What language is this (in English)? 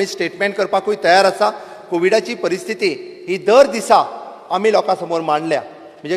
Konkani